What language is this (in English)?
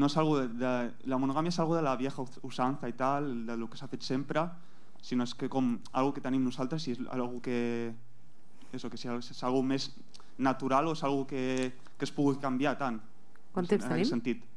Catalan